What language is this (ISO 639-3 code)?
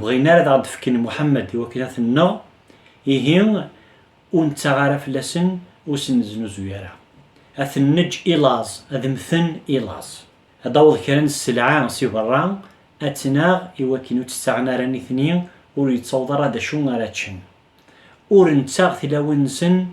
kab